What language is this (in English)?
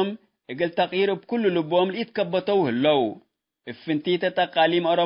Tigre